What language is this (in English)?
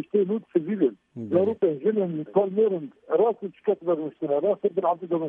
Kurdish